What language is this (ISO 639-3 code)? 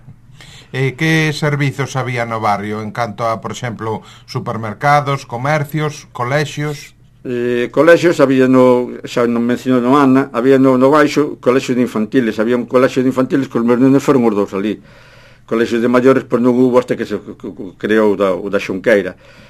glg